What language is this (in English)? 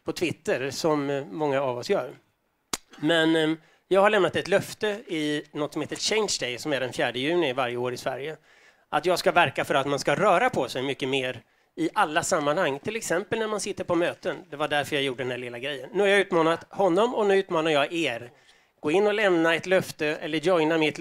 Swedish